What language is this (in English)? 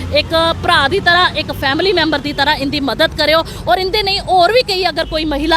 Dogri